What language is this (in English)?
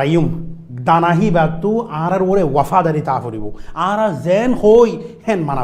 Rohingya